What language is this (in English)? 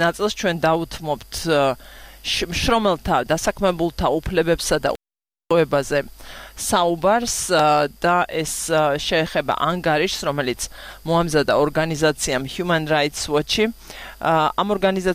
Georgian